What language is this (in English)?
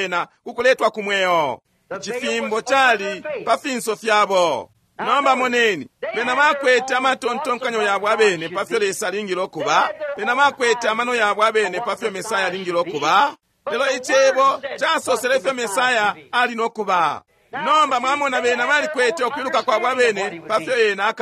Bemba